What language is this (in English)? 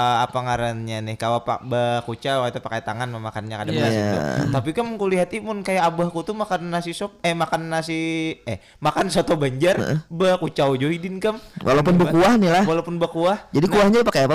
Banjar